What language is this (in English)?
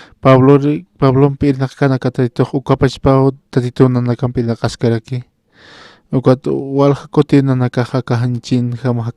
Aymara